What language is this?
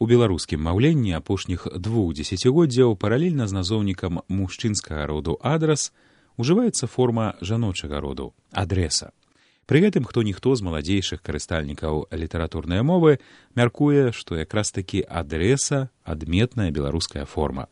Belarusian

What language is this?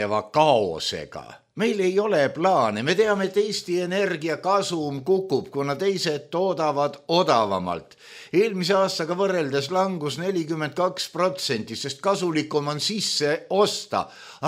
Estonian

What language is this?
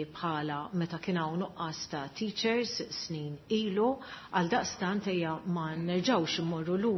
Maltese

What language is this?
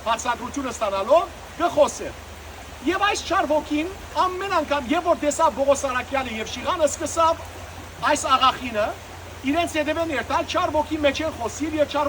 Western Armenian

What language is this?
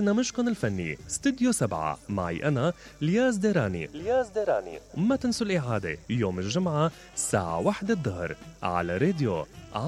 Mesopotamian Arabic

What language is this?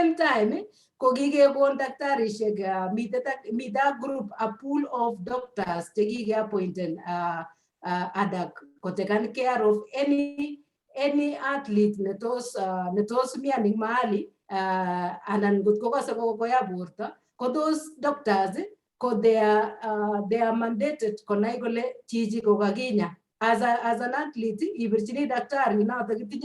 Kalenjin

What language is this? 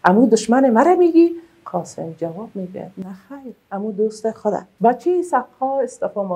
Persian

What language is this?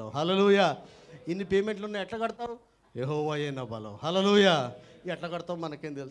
Telugu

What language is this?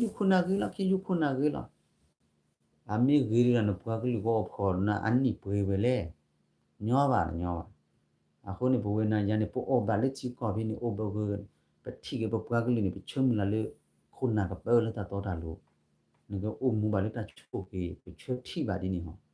S'gaw Karen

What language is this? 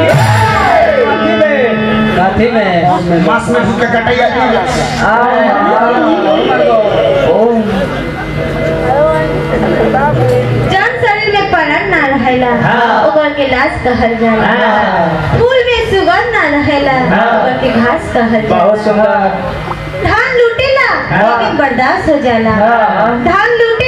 Bhojpuri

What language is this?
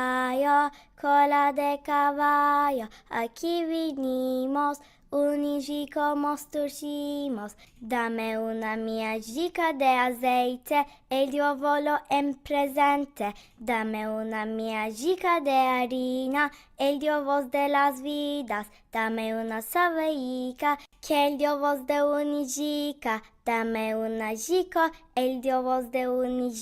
Ladino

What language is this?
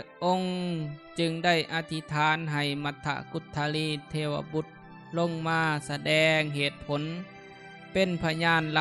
Lao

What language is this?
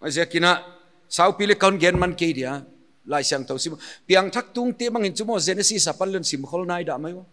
Paite Chin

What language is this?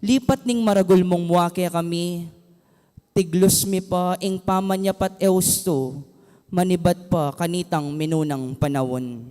Pampanga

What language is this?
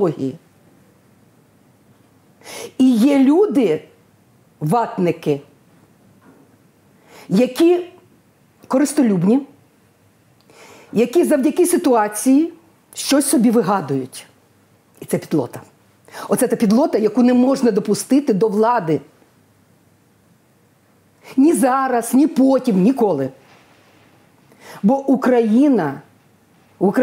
Ukrainian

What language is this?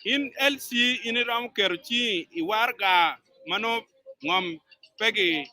Acoli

